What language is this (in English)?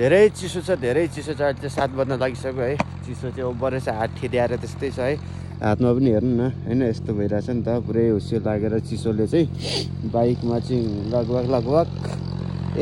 Nepali